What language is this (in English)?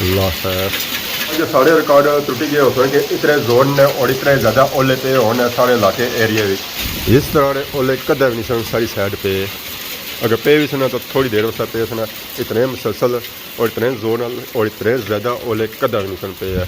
Pahari-Potwari